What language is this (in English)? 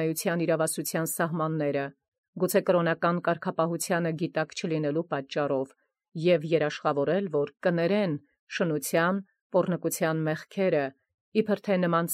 Armenian